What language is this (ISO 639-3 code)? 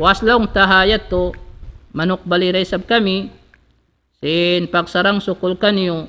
tsg